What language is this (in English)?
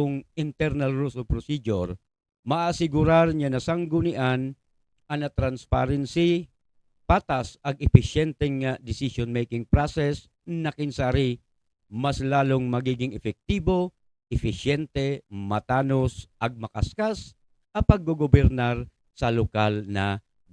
Bikol